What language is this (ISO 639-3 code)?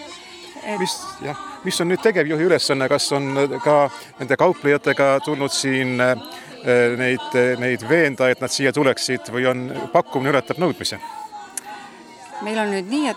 est